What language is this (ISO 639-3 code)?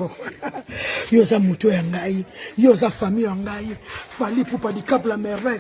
lin